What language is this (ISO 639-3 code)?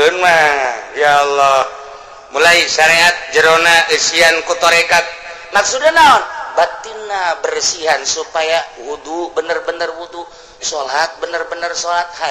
sun